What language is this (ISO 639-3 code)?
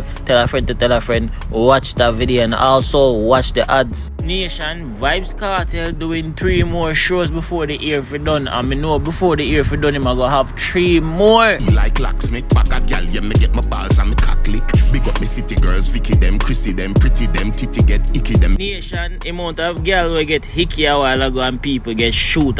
jam